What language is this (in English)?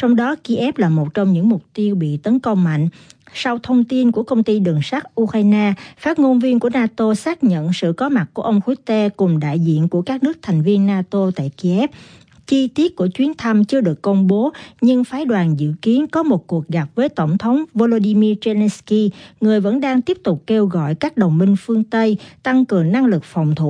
Vietnamese